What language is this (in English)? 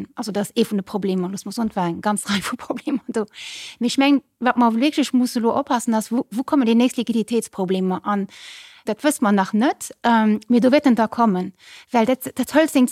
Luxembourgish